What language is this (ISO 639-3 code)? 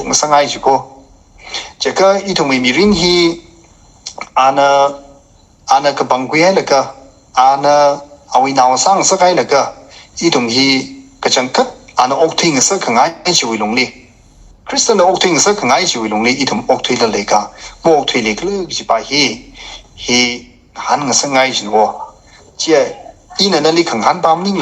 nmf